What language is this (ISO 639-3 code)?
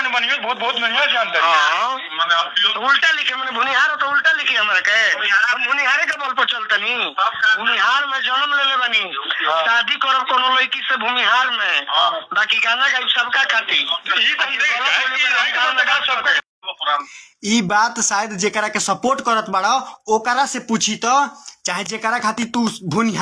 bho